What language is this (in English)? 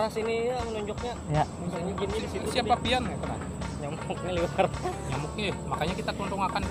Banjar